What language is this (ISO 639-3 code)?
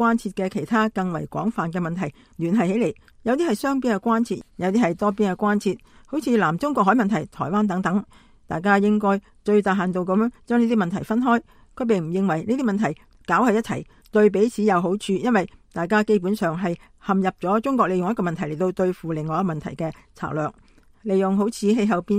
yue